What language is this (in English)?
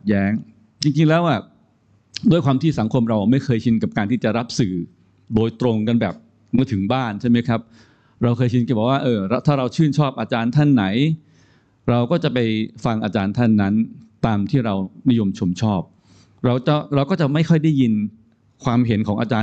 Thai